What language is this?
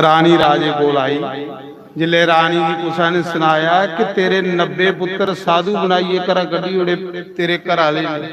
Dogri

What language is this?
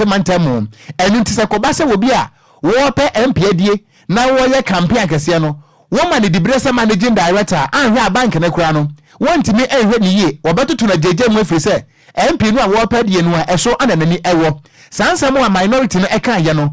Akan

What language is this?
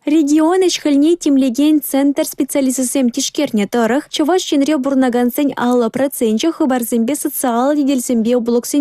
Chuvash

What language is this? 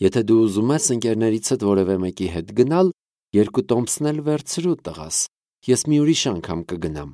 Armenian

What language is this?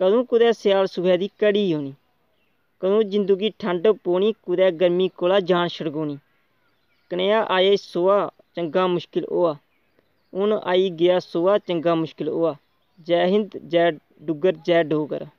Dogri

